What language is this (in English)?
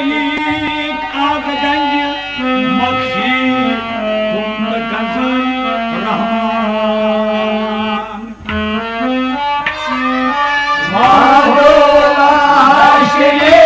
Kashmiri